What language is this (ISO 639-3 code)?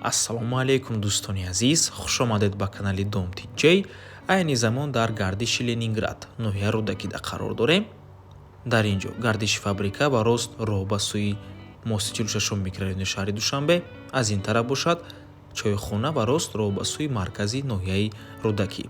tgk